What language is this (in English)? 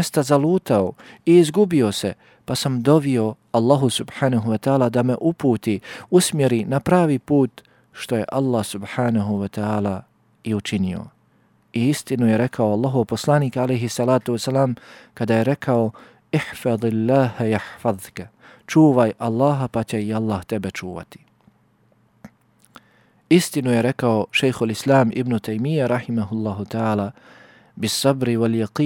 Bosnian